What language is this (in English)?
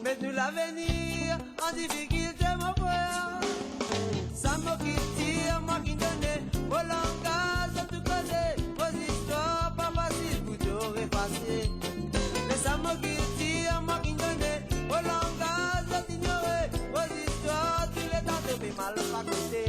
Morisyen